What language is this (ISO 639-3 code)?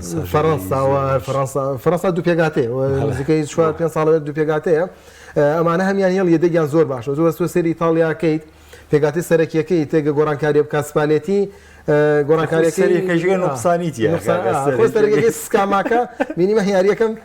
ckb